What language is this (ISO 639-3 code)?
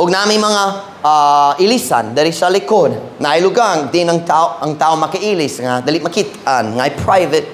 ceb